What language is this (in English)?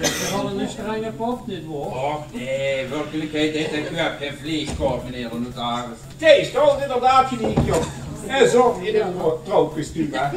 Limburgish